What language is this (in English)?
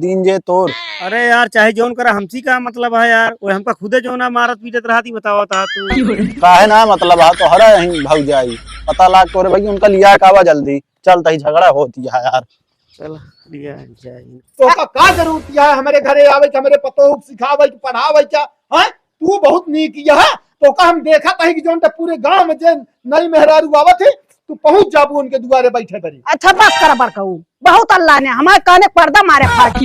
Awadhi